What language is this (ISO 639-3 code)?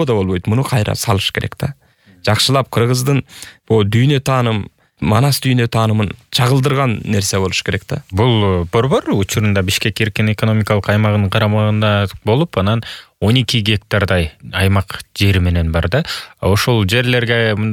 kir